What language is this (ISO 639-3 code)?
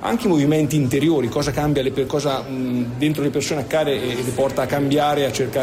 ita